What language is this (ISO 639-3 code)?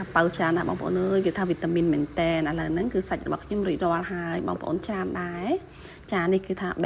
khm